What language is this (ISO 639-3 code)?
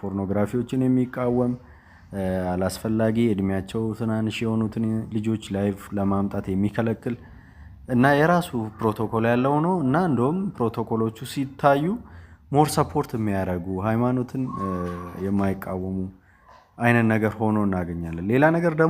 amh